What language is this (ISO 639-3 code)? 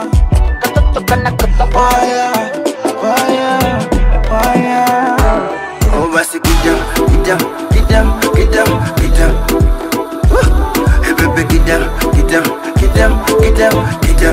swa